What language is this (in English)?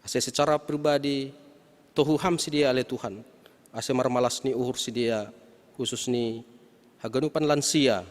Batak Simalungun